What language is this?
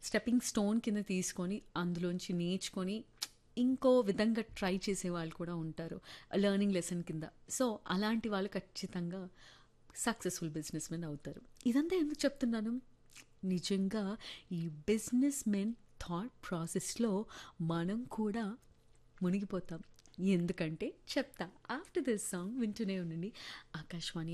Telugu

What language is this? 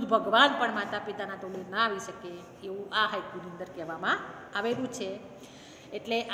Gujarati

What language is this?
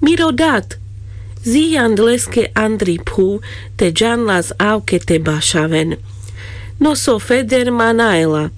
Carpathian Romani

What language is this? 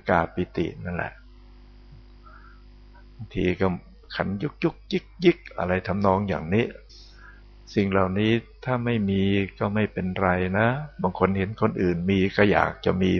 Thai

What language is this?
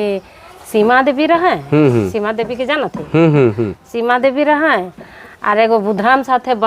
Sadri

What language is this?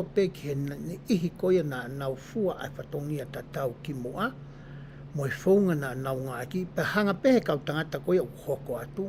Tongan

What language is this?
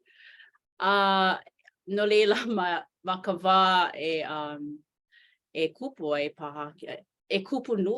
Hawaiian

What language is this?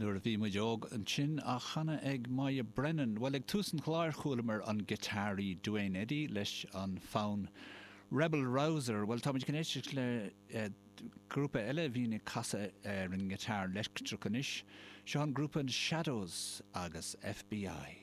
Irish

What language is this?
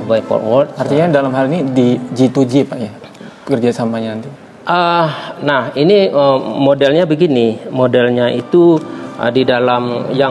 Indonesian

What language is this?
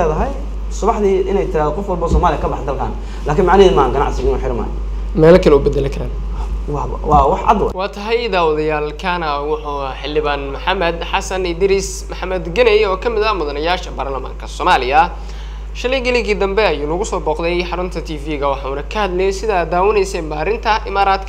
Somali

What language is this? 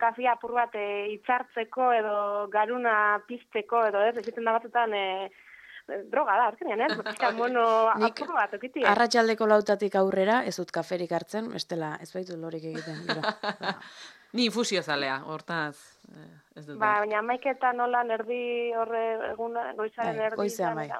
Basque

